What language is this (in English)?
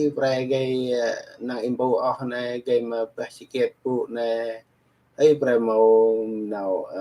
Central Mnong